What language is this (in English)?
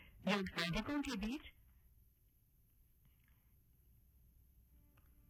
Hindi